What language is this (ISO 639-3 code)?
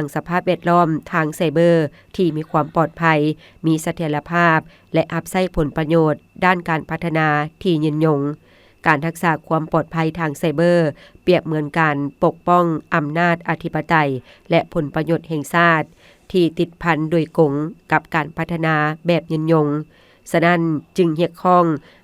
lao